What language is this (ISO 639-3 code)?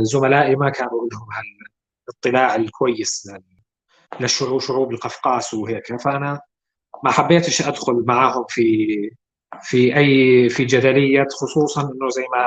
apc